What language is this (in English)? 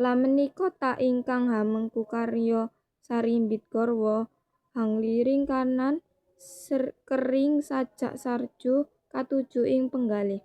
Javanese